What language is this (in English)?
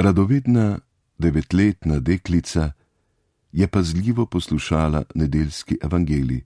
Slovenian